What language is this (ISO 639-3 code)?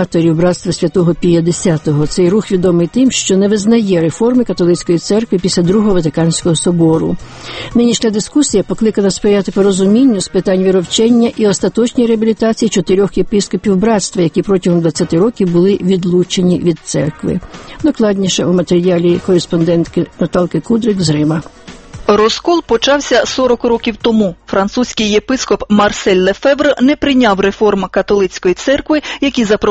ukr